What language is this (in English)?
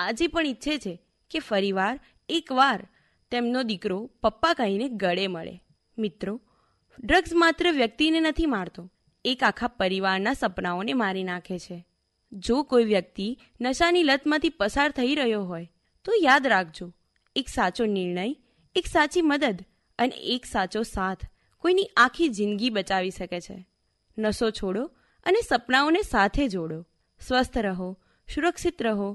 Gujarati